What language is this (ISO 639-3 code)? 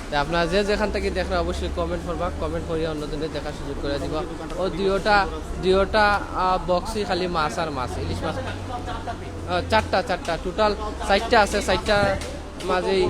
syl